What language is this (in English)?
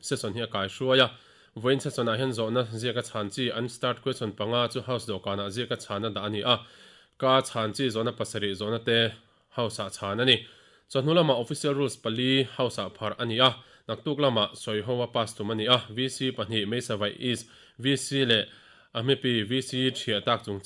Mizo